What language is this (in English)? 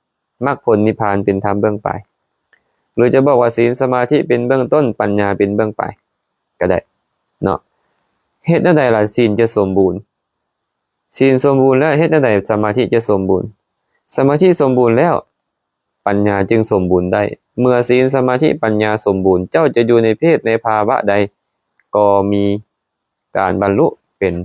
Lao